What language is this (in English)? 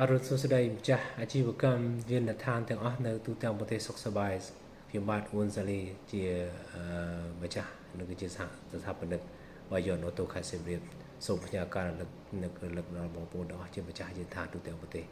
Khmer